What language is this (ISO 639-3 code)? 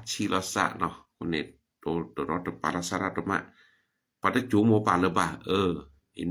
ksw